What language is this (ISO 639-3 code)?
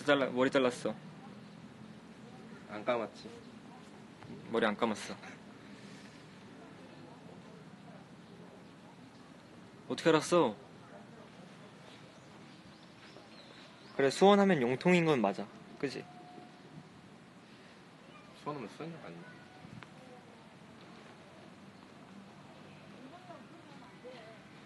kor